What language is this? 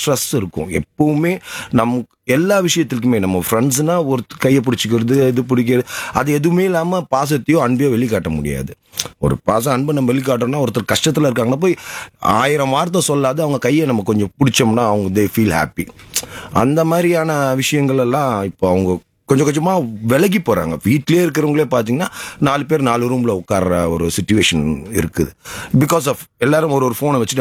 Tamil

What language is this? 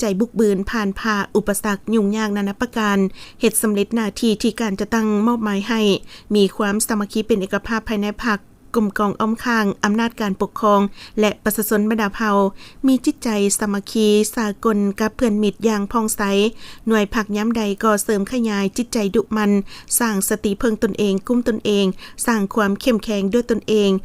Lao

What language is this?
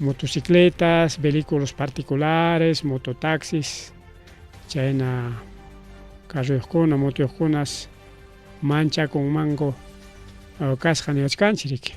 Ayacucho Quechua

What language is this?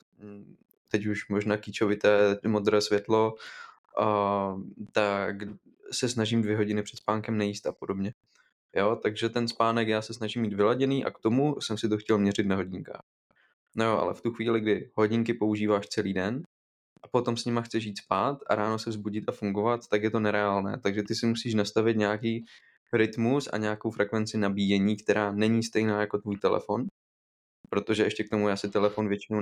Czech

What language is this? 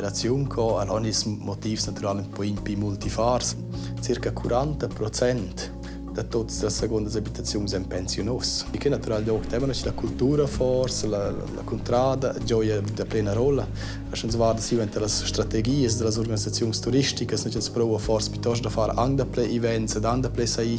Romansh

